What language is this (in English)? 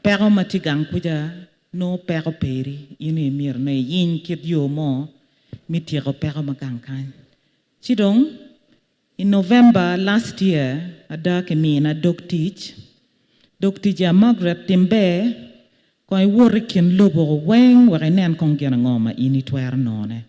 Acoli